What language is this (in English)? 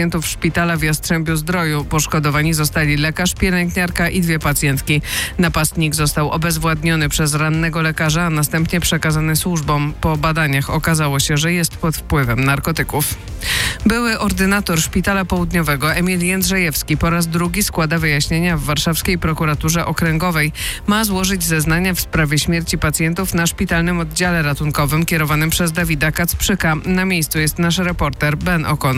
Polish